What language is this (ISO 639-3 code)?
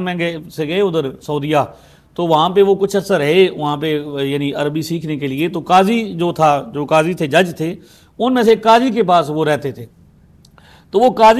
urd